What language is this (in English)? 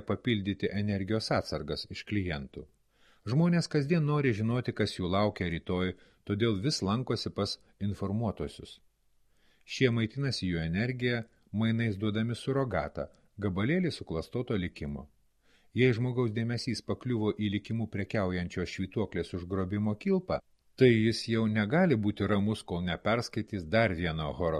Lithuanian